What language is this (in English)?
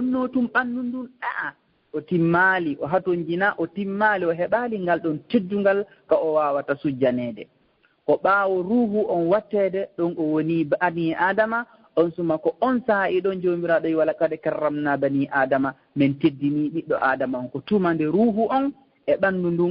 Fula